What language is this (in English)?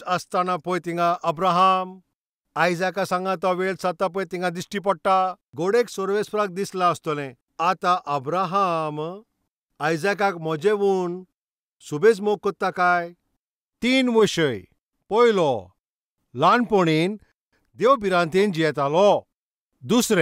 Konkani